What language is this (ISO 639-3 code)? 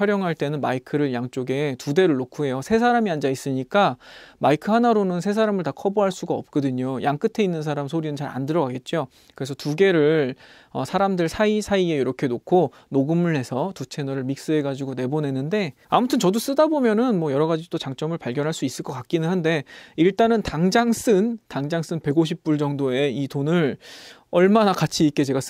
kor